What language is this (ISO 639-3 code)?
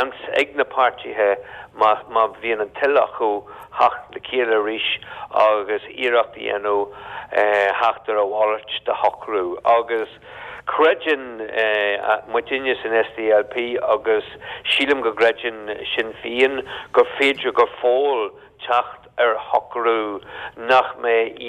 gle